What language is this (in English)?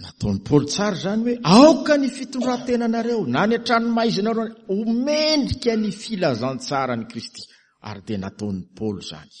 Malagasy